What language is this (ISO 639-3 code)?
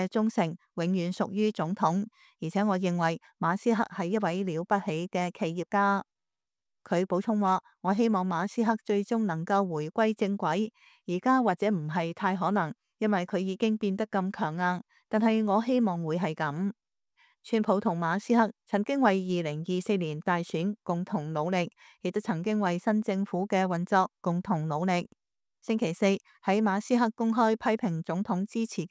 yue